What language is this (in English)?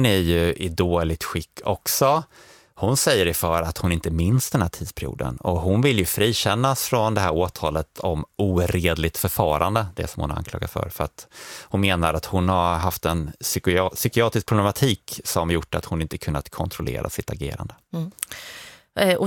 Swedish